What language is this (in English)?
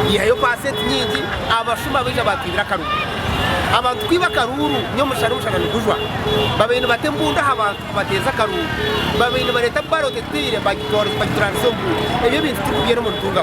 Nyankole